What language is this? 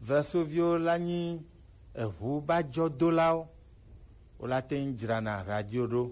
Gen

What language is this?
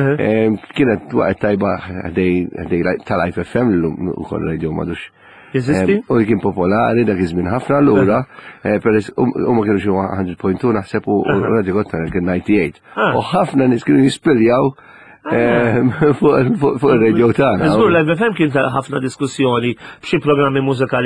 Maltese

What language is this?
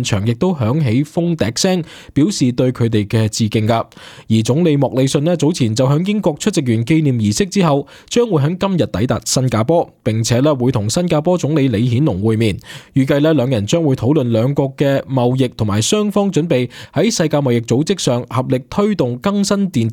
Cantonese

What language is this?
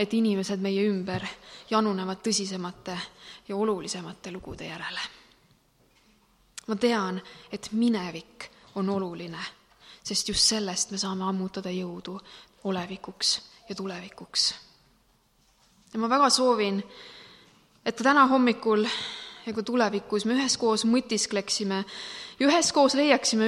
Estonian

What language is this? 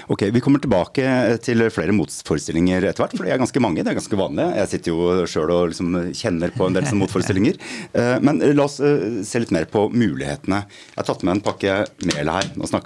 Norwegian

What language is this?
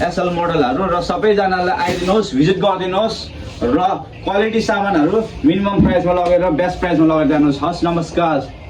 Nepali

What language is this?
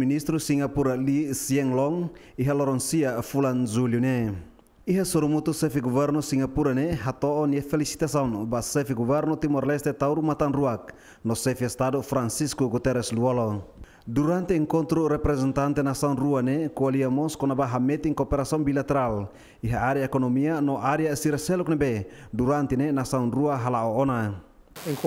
Tetum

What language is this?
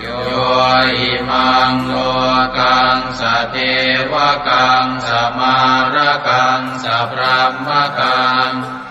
Pali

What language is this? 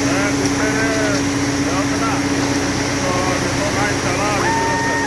Santali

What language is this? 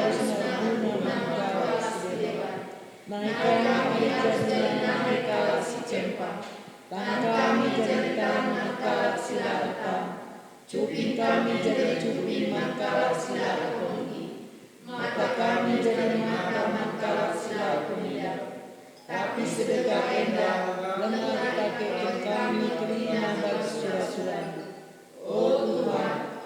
Batak Karo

